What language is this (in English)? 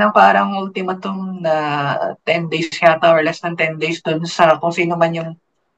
Filipino